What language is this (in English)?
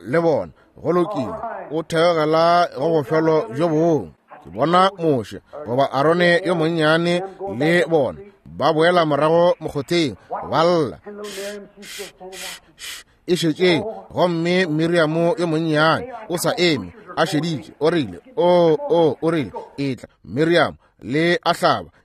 Northern Sotho